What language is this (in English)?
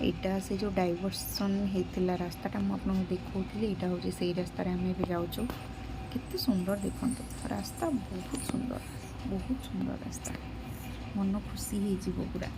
Odia